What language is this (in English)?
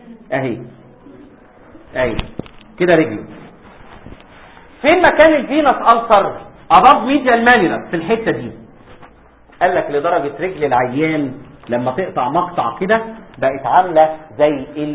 Egyptian Arabic